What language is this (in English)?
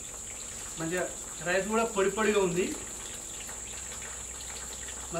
Telugu